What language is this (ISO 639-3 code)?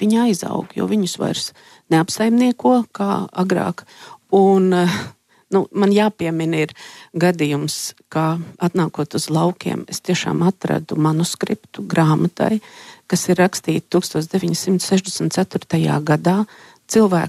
lav